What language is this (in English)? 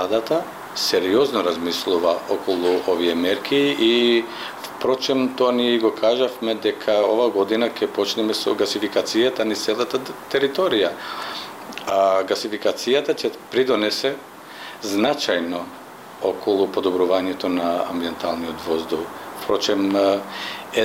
Macedonian